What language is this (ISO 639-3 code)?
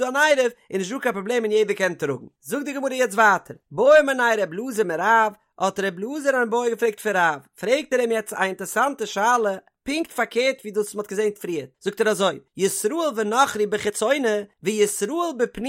yid